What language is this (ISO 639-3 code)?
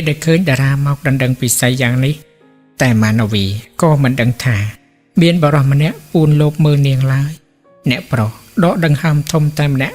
khm